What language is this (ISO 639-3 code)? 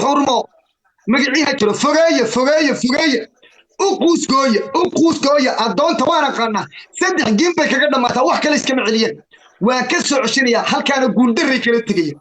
som